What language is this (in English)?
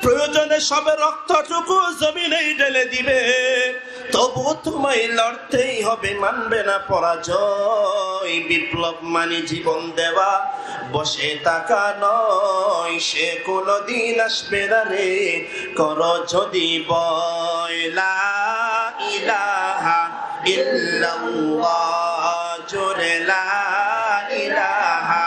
Rohingya